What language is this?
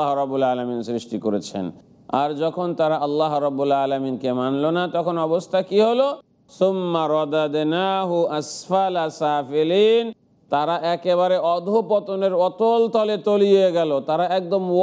Bangla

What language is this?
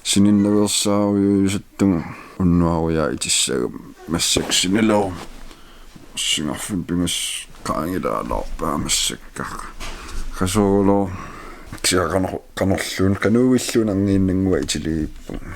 Kalaallisut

